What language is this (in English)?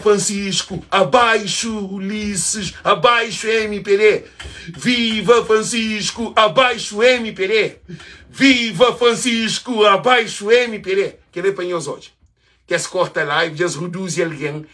Kabuverdianu